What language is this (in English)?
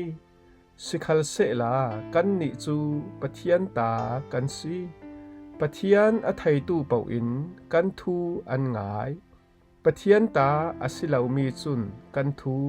Falam Chin